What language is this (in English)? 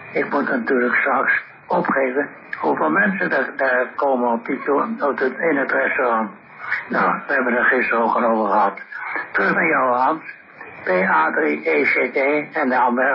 Dutch